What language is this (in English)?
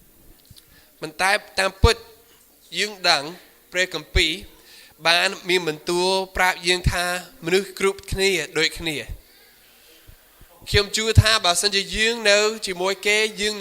Khmer